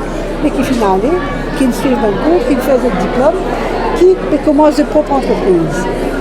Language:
Morisyen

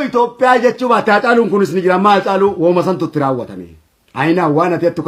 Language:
Oromo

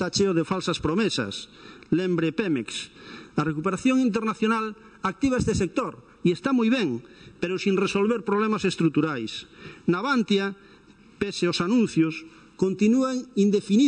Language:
Galician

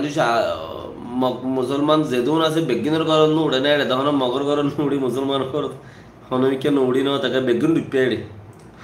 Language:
Rohingya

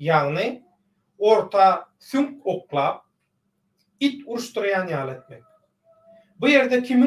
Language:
Turkmen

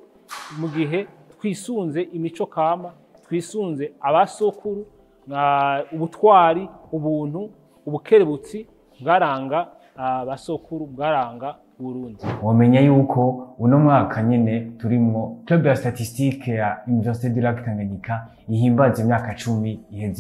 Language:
Rundi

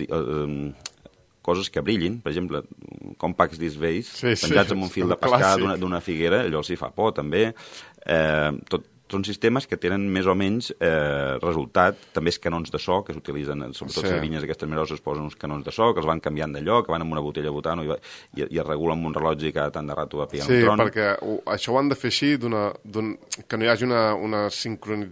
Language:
Catalan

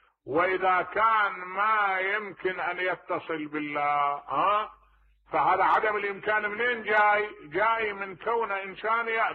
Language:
Mesopotamian Arabic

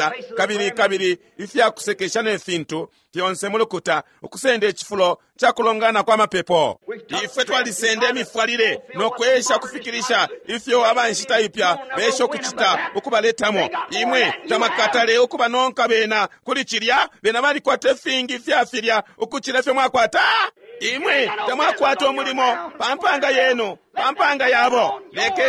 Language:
Bemba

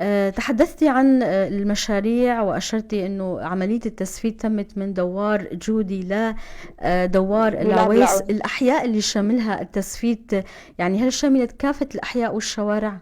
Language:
North Levantine Arabic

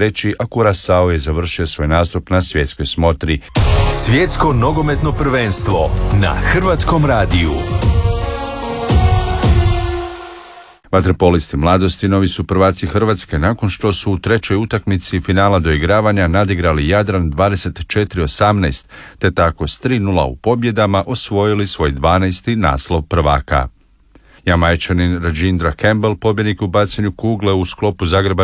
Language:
Croatian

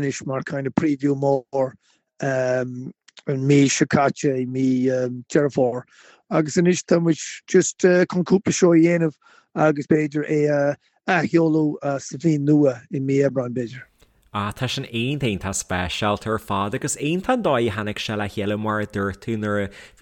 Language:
Irish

